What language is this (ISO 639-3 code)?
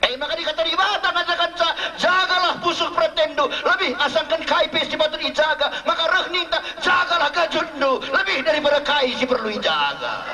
btx